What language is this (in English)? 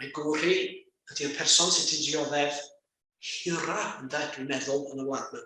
Welsh